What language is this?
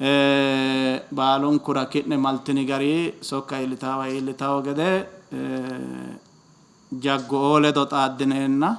Sidamo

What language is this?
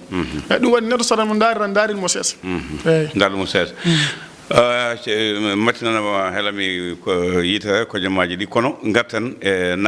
Fula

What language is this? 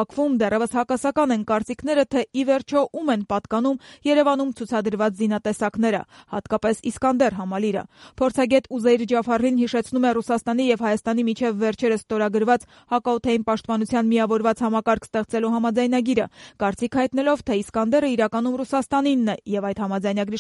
Armenian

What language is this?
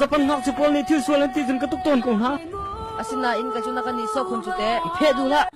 Hakha Chin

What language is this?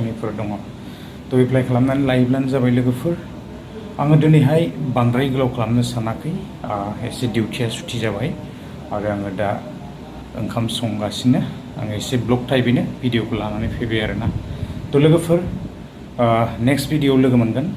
Bodo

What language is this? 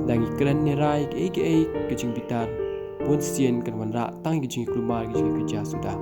Khasi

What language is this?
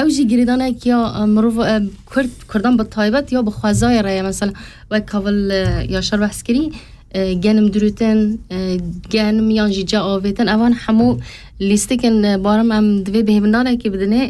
Kurdish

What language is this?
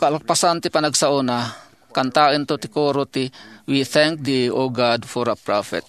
Iloko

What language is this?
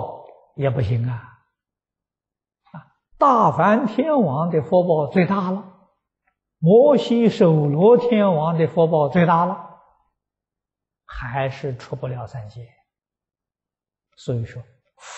Chinese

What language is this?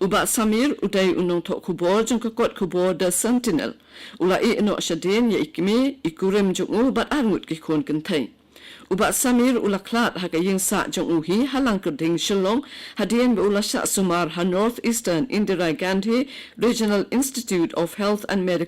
Khasi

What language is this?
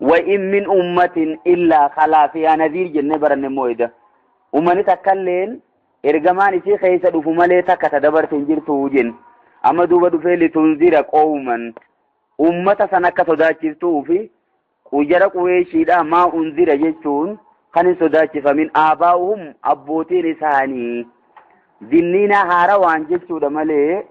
Oromo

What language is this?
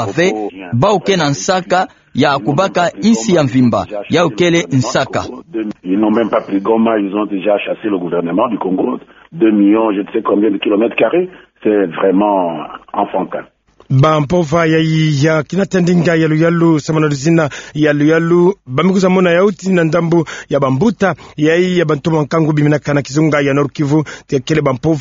Kituba (Democratic Republic of Congo)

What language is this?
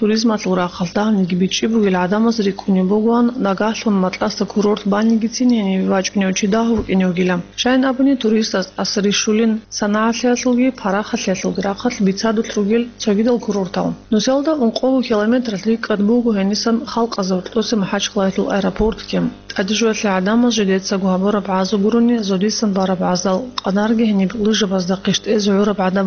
Avaric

